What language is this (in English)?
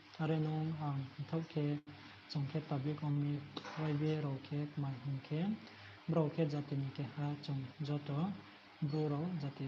Riang (India)